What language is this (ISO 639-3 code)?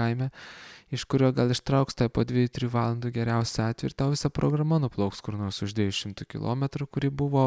lit